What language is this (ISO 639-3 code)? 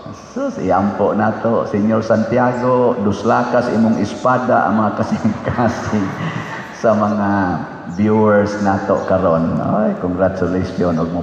ceb